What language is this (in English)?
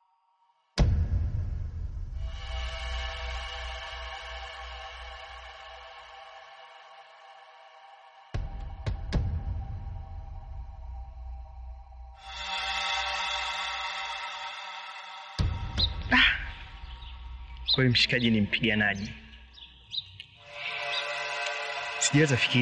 Swahili